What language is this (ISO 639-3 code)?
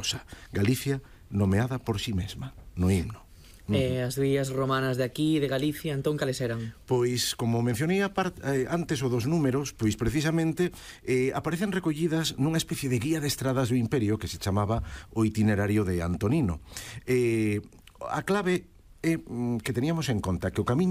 glg